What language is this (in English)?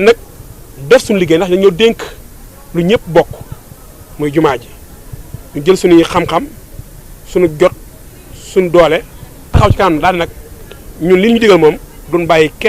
Wolof